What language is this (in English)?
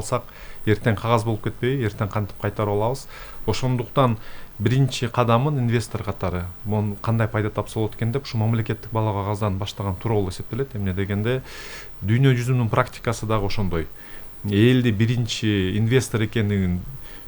Kyrgyz